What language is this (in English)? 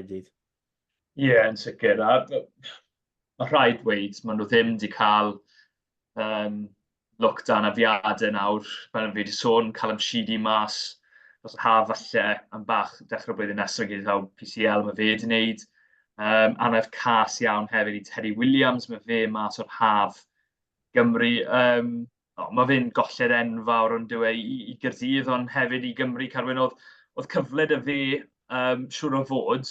Welsh